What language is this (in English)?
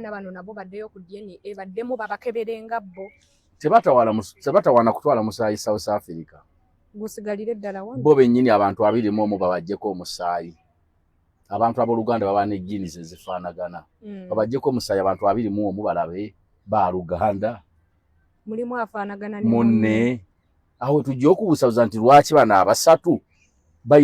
Ganda